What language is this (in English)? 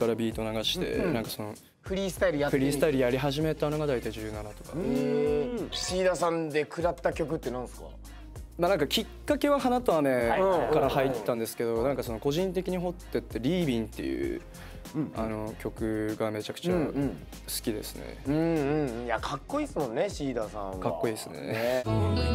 Japanese